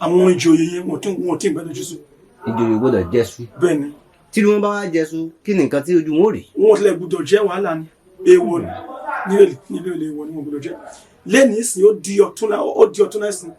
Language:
Yoruba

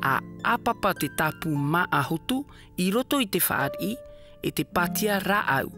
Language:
Tahitian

